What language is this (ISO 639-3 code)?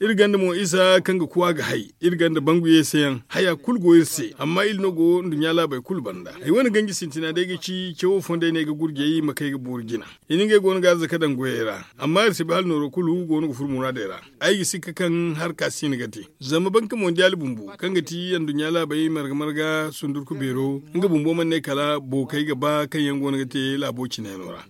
dje